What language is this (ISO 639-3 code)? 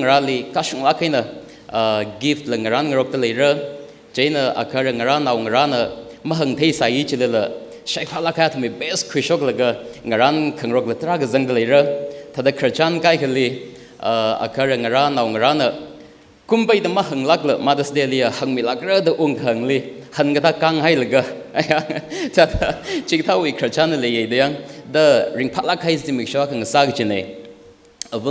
nmf